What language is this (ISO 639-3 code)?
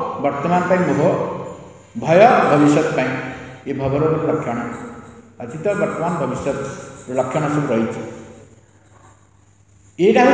ori